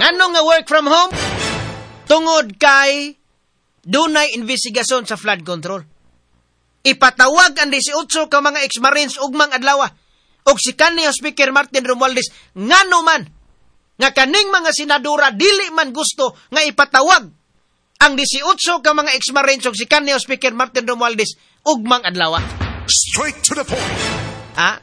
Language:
Cebuano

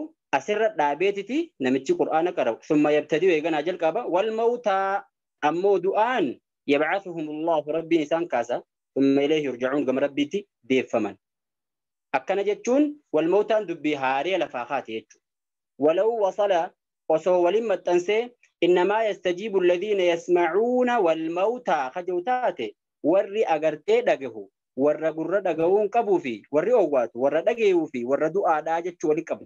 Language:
Oromo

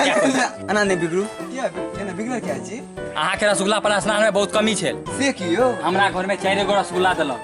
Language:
Maithili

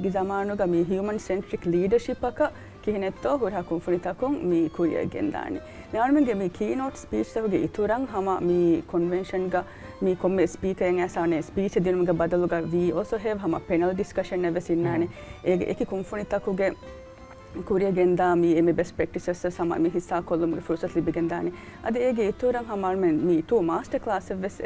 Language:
Divehi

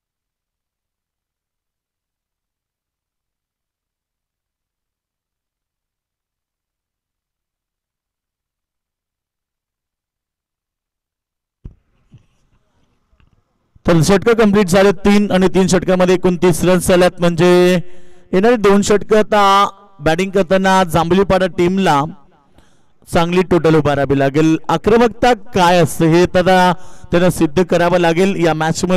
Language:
Marathi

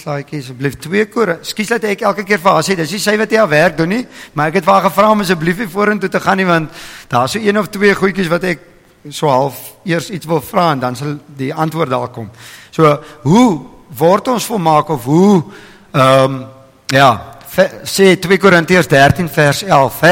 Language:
Afrikaans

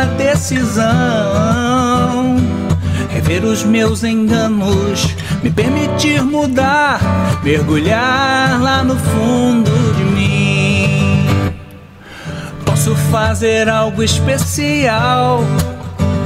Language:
Portuguese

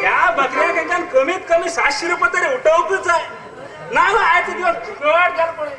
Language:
Konkani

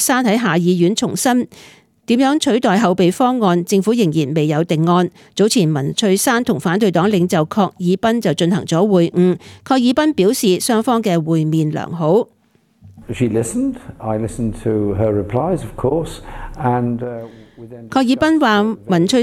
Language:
Cantonese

